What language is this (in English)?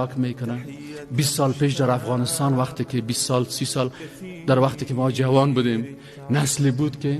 Persian